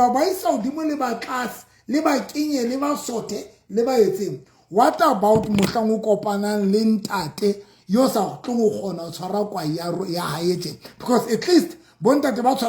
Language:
Southern Sotho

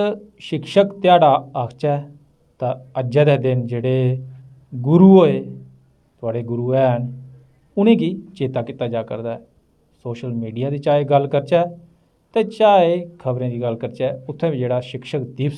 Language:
Dogri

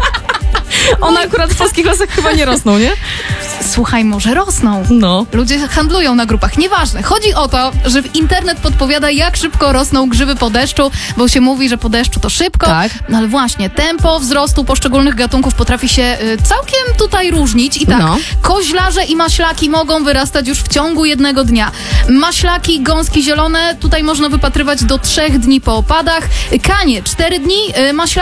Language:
Polish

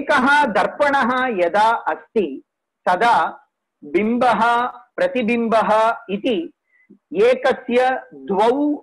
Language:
Sanskrit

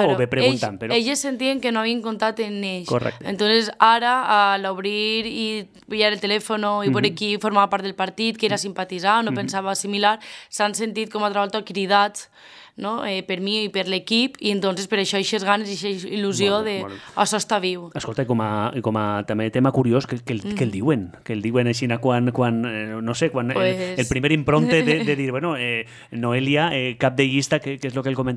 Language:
Catalan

